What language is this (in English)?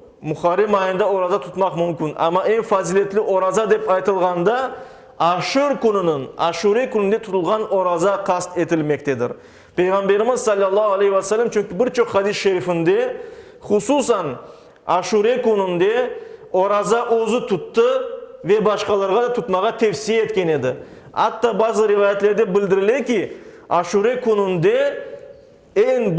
Crimean Tatar